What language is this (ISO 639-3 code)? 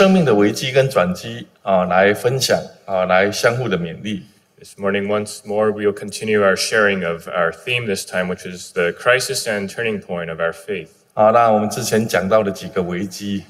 zho